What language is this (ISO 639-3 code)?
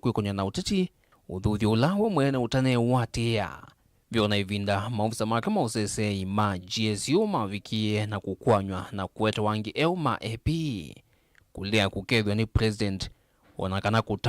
kam